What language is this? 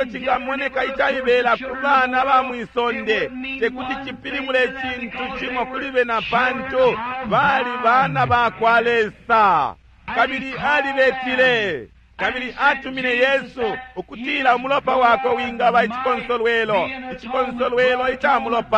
Bemba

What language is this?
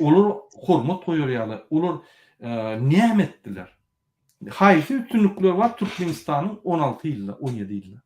Turkmen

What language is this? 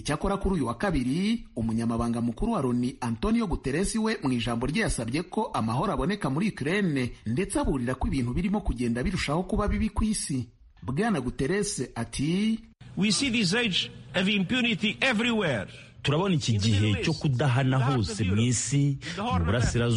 Kinyarwanda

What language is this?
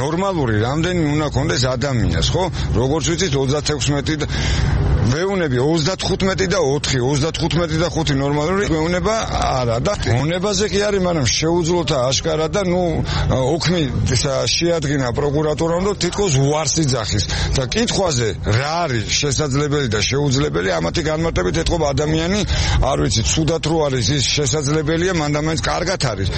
Georgian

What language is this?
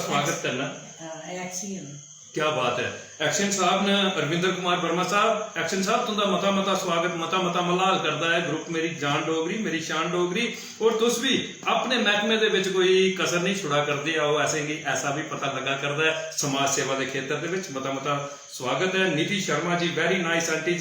Dogri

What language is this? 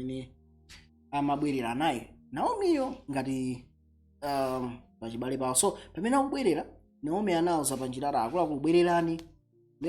Nyanja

